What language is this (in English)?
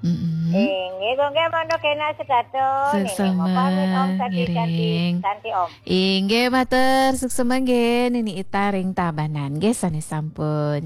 Balinese